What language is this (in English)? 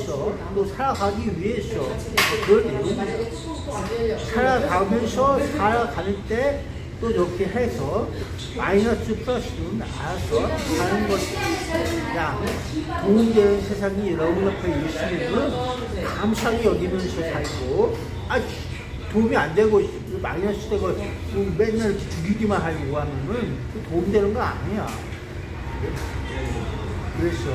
Korean